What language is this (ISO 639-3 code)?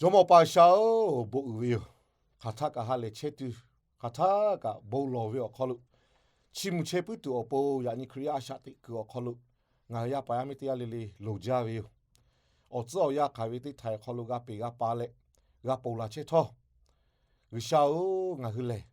lhu